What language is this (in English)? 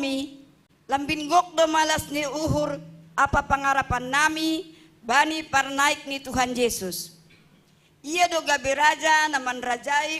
Batak Simalungun